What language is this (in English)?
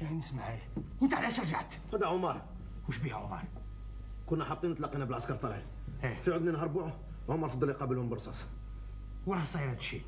Algerian Arabic